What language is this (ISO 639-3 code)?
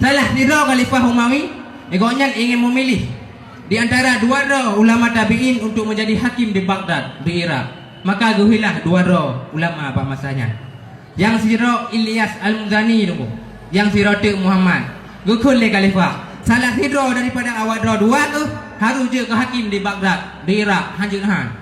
ace